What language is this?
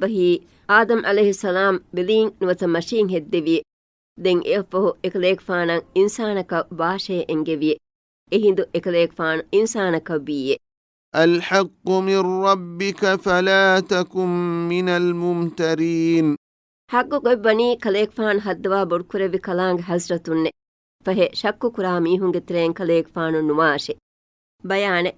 Divehi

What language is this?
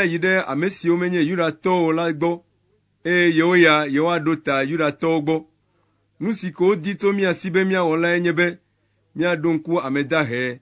Ewe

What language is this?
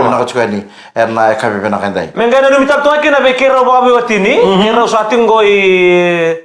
Fijian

